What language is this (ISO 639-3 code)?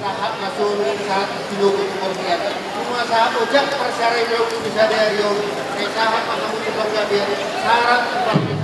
bbc